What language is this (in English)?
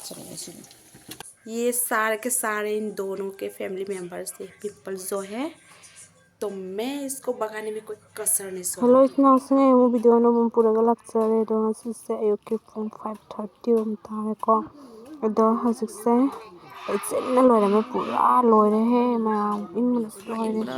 Manipuri